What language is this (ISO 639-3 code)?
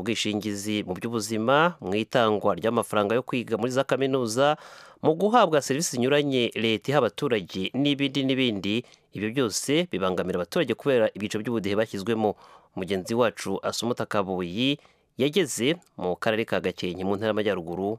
kin